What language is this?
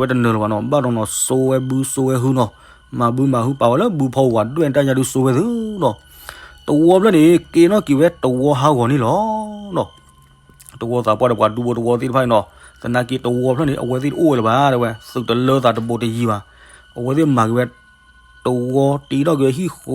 S'gaw Karen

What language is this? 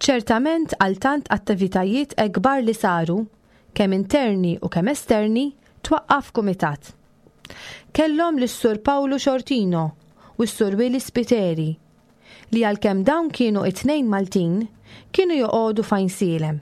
Maltese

